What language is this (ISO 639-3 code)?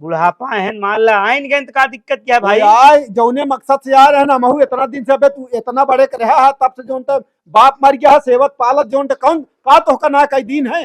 awa